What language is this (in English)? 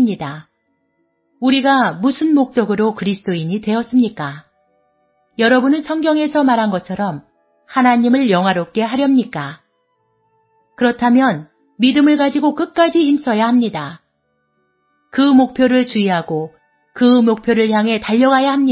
Korean